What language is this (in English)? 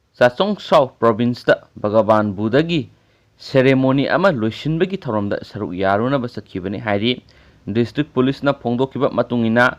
Manipuri